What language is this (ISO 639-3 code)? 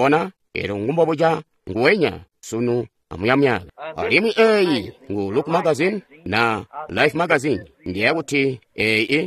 toi